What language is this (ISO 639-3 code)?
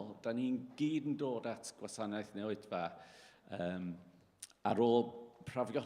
cym